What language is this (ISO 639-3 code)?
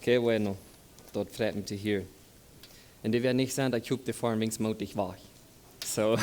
pdt